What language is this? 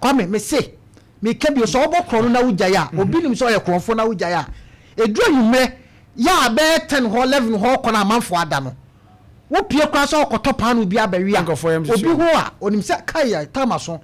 Akan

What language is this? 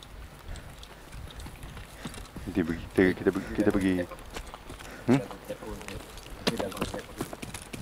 Malay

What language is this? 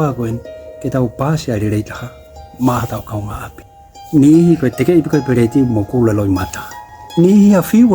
Tongan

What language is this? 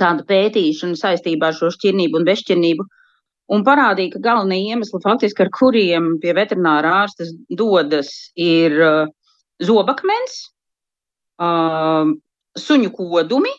Latvian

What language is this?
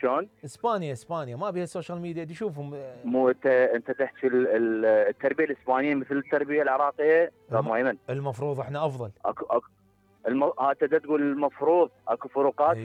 Mesopotamian Arabic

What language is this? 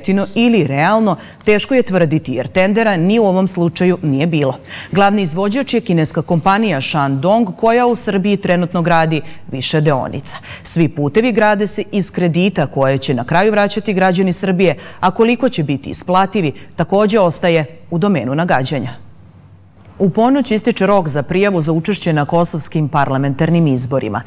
Serbian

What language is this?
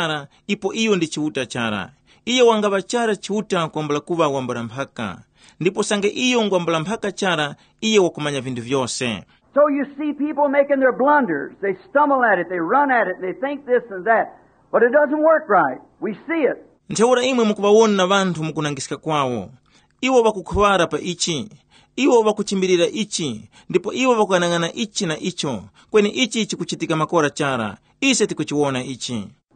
Tumbuka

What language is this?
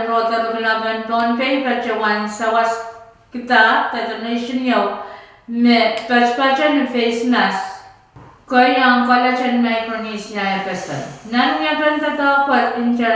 Pohnpeian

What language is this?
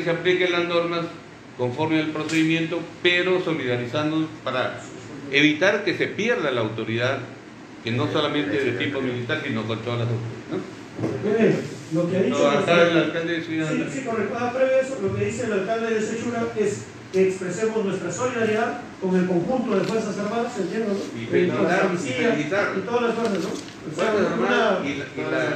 Spanish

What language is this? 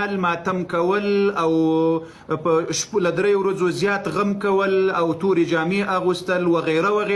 Pashto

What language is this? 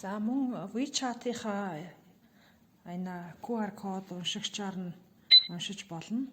Mongolian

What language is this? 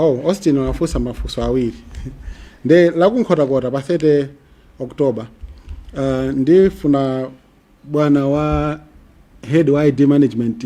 Nyanja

